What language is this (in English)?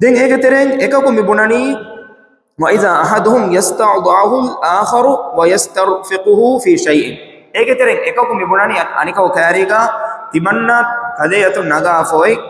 Divehi